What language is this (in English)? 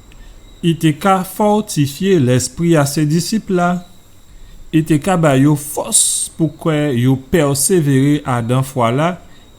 Guadeloupean Creole French